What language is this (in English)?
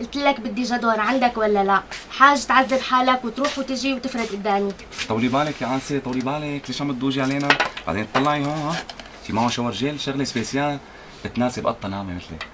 North Levantine Arabic